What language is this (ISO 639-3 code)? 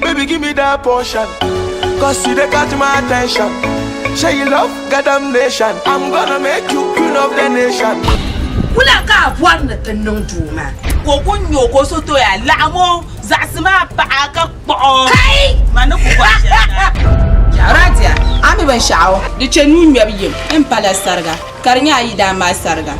dag